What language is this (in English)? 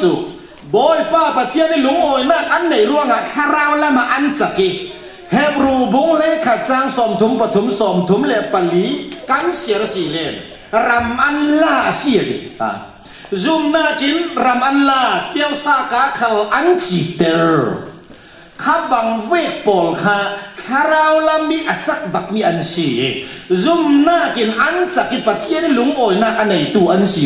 Falam Chin